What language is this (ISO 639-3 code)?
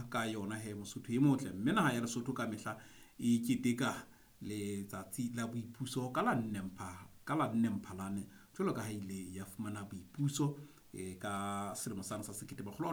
sot